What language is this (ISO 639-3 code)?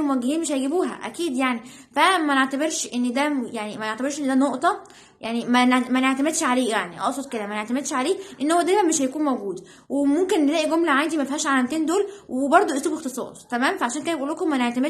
arz